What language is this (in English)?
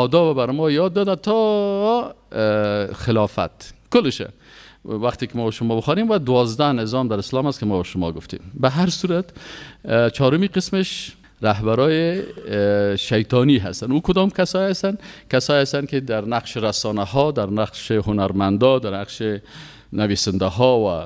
Persian